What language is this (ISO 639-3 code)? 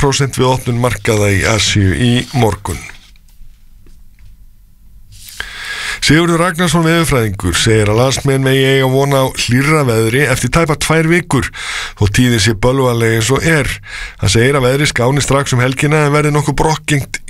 isl